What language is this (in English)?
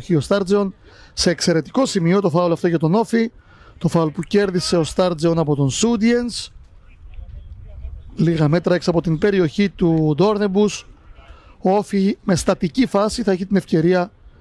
Greek